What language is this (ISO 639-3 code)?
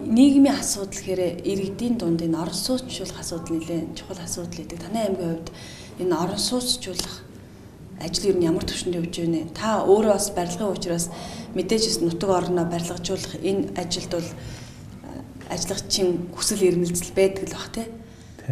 mon